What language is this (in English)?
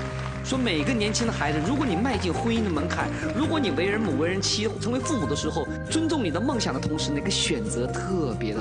Chinese